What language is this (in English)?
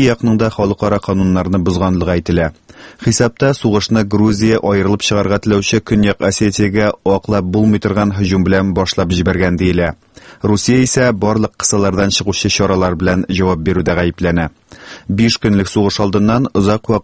Tatar